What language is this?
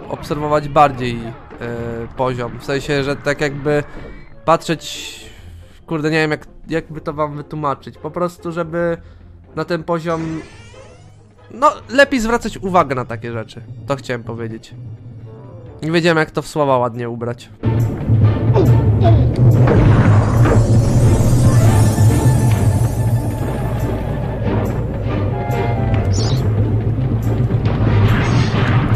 Polish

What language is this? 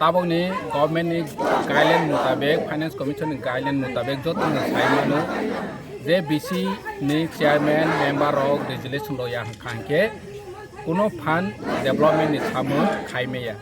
Kok Borok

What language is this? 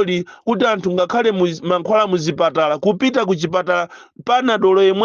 Nyanja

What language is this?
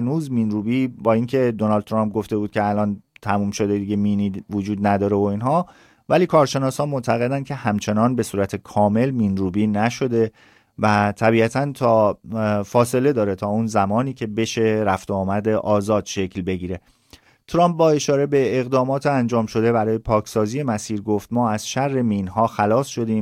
Persian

